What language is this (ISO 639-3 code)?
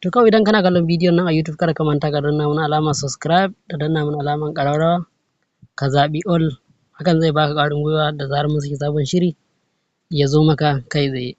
hau